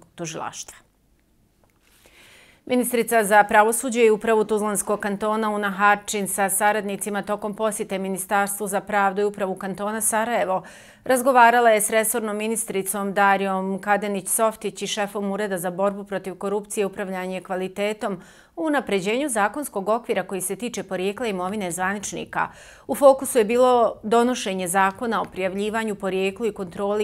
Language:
Bosnian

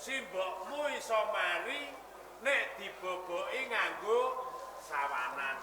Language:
Javanese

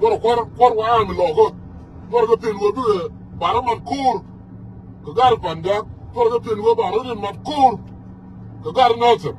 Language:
Nuer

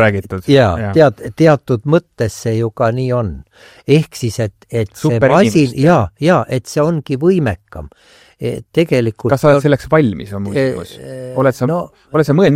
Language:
Estonian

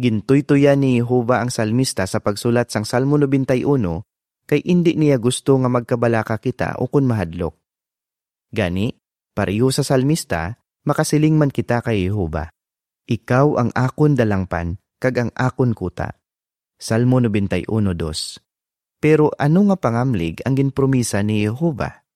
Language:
Hiligaynon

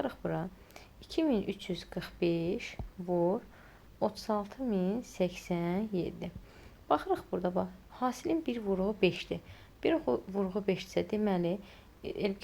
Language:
Azerbaijani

